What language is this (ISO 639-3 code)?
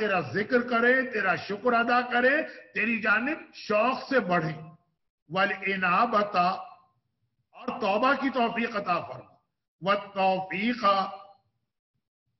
urd